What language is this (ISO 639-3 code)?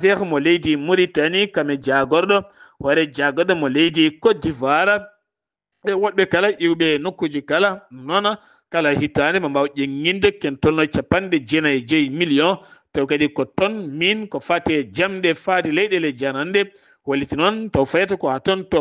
ful